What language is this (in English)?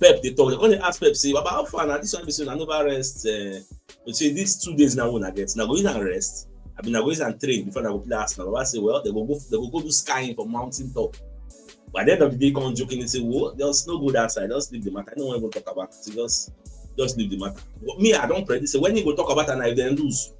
Nigerian Pidgin